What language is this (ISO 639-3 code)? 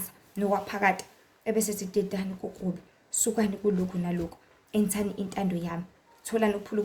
zul